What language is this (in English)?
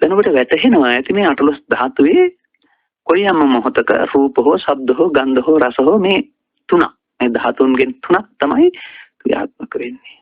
Sinhala